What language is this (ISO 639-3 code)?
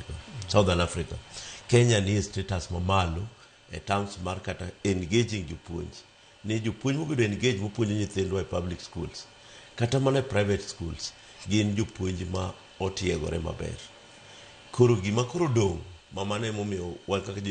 luo